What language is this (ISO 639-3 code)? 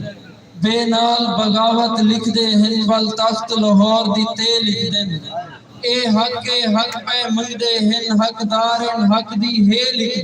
skr